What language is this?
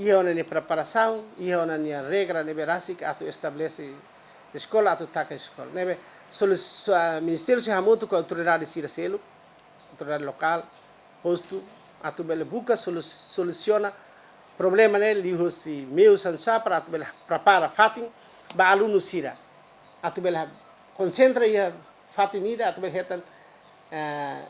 Tetum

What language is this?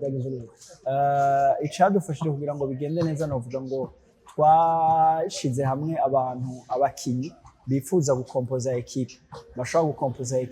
Rundi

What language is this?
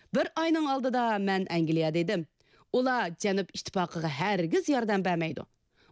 Uyghur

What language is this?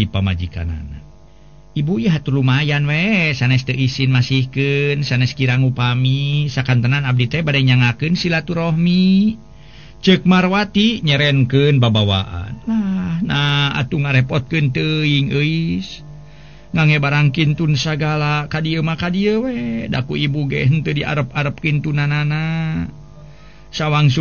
Sundanese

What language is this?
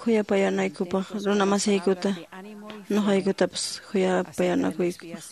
Quechua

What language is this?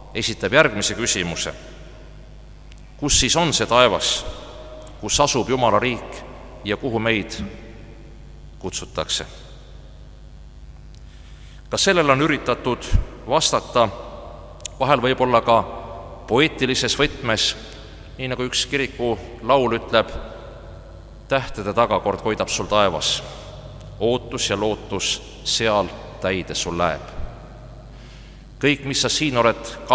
Estonian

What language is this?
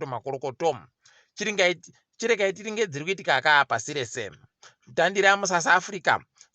Ndau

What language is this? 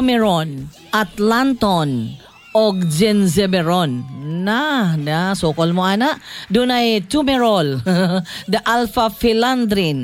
Cebuano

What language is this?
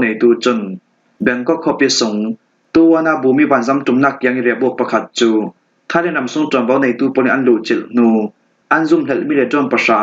Falam Chin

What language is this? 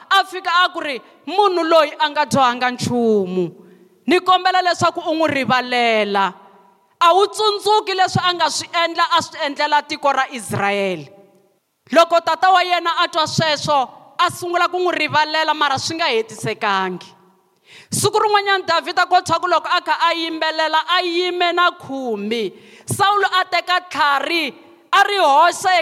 Tsonga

